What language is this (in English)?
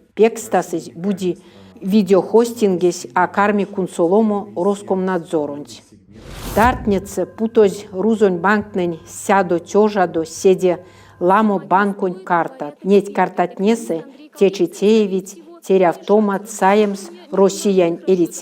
Erzya